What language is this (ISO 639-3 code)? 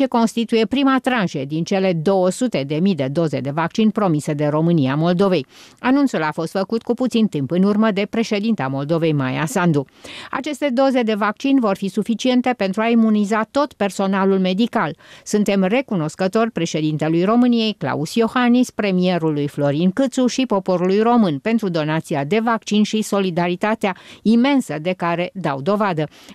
ron